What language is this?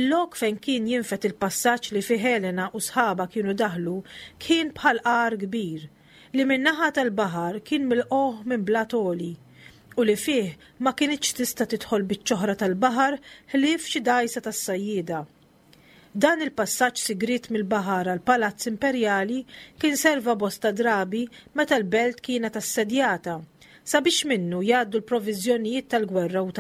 Maltese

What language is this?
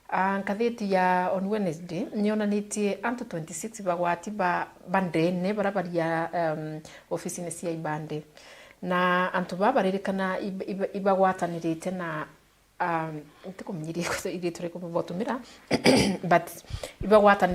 Meru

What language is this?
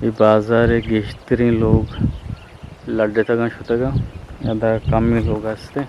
Eastern Balochi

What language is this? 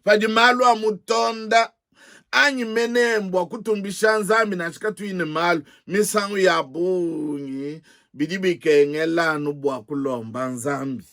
Luba-Lulua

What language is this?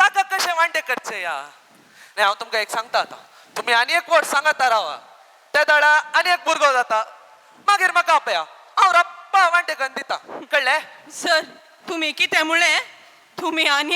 Konkani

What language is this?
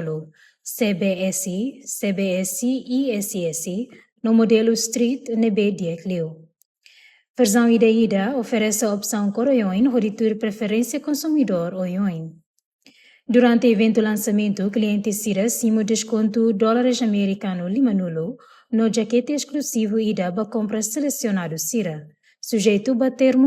Tetum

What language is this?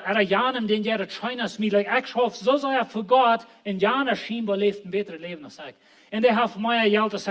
Plautdietsch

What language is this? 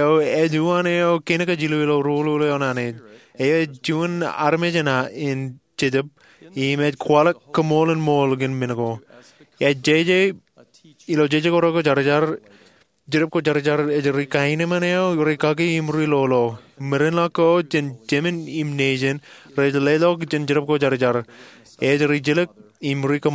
Marshallese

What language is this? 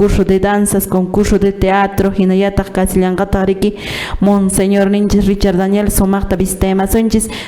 Quechua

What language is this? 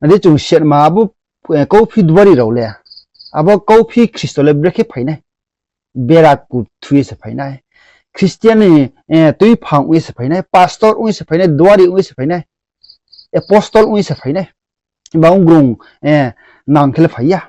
Riang (India)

